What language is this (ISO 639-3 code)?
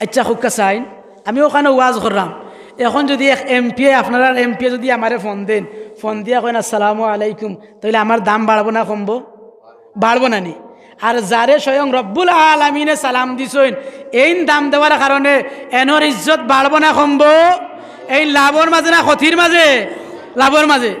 syl